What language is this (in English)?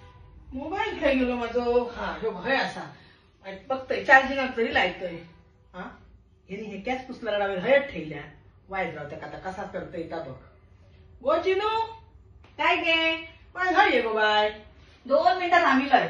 Konkani